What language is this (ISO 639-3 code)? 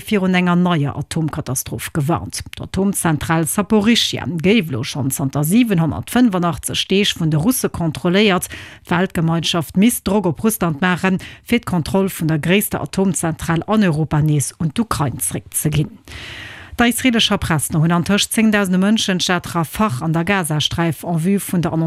ltz